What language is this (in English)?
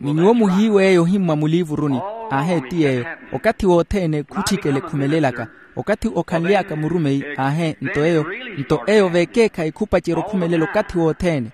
Makhuwa